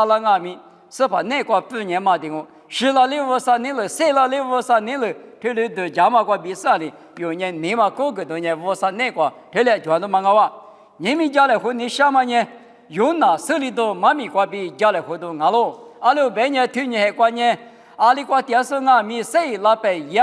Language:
Lisu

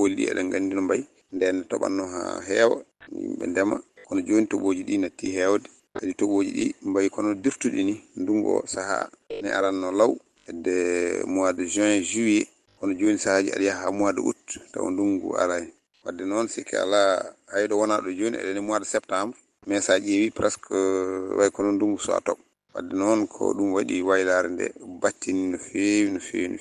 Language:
Fula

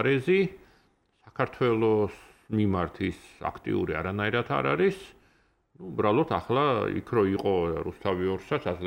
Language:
Georgian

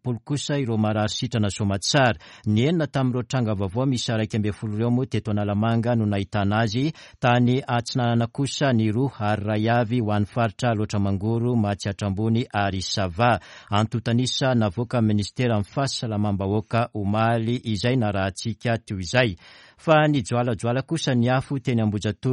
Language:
Malagasy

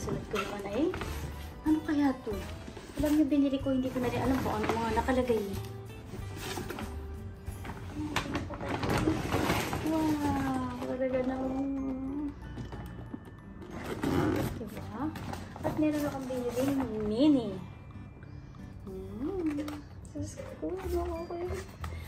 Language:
Filipino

